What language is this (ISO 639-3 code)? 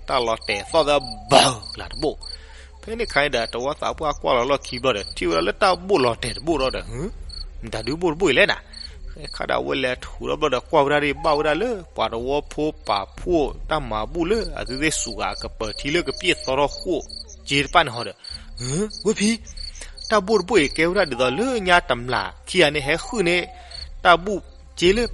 ksw